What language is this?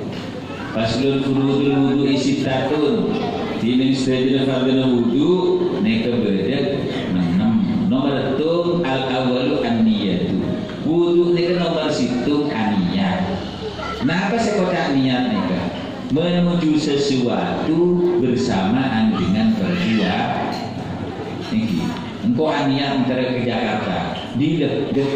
Madurese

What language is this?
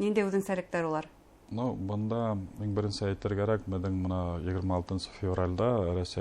Bashkir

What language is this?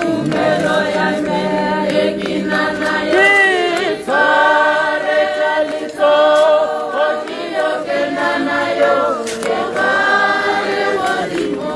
Tswana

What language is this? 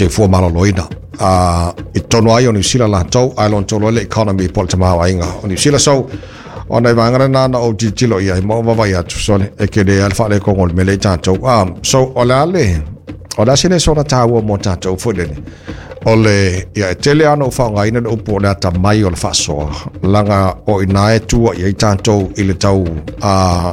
Samoan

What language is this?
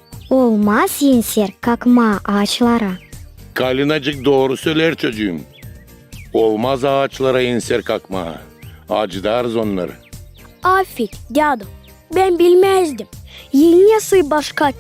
Gagauz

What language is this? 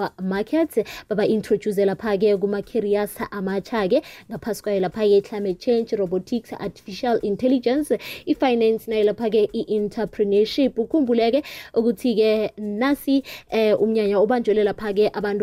South Ndebele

